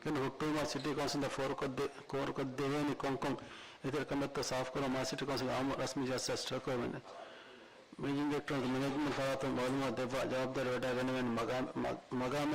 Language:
Divehi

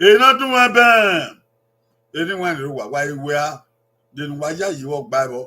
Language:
Bini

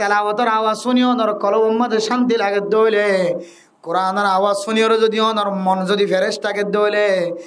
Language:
Rohingya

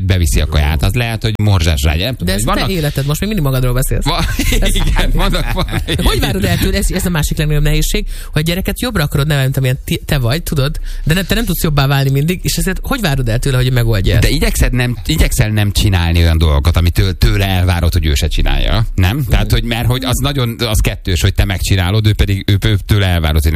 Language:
Hungarian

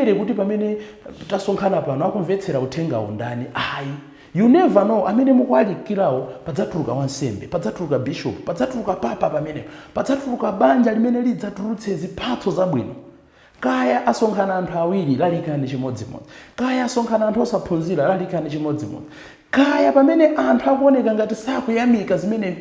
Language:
Nyanja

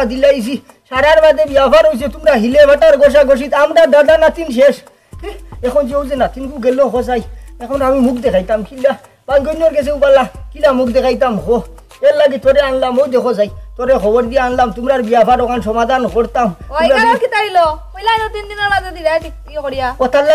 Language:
Sylheti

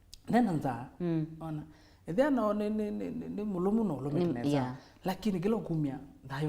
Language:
Kamba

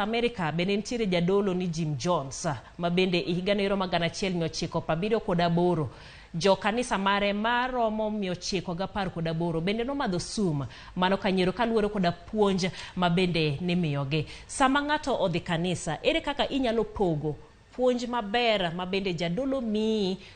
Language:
Luo (Kenya and Tanzania)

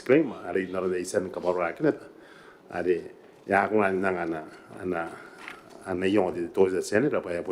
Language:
Gilbertese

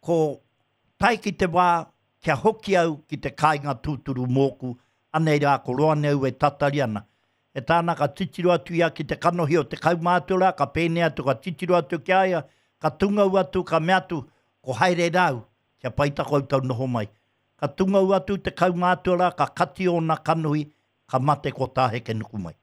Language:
Māori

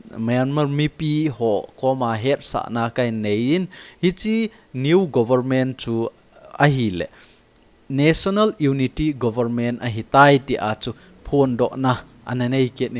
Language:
Thado Chin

